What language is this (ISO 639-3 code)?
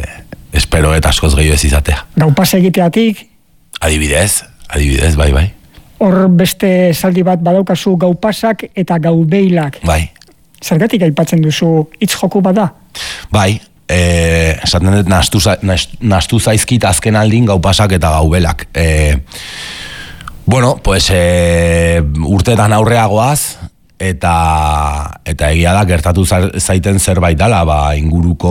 eus